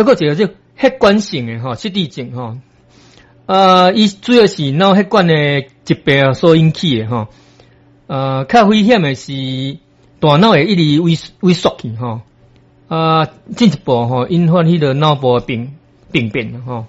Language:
Min Nan Chinese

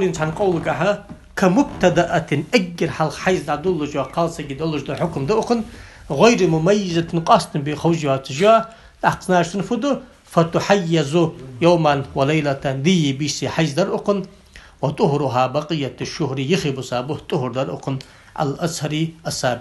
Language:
Ingush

